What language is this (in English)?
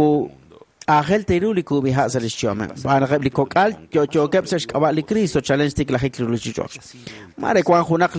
Kekchí